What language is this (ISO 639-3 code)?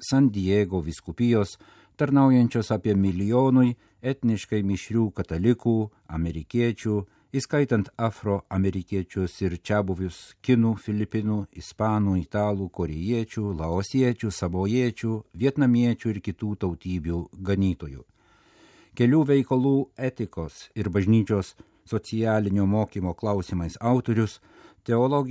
lit